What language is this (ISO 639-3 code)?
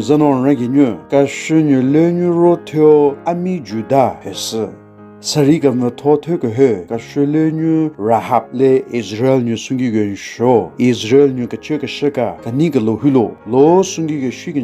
nre